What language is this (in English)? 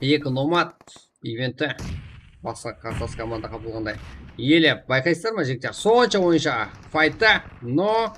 Kara-Kalpak